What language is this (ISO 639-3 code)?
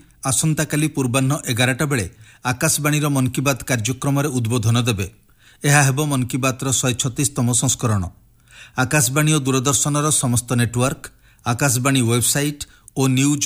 ori